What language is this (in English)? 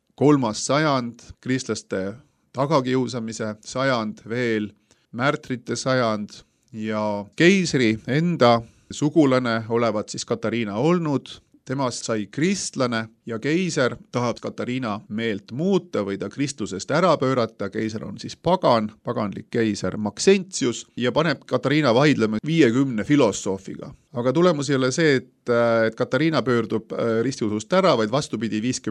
Estonian